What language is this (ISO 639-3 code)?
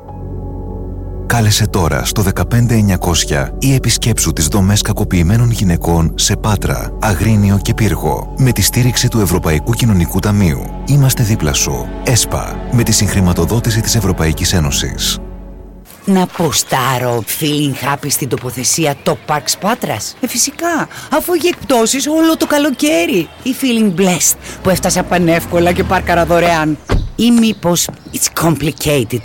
ell